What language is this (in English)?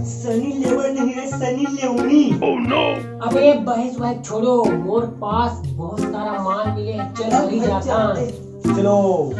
Chhattisgarhi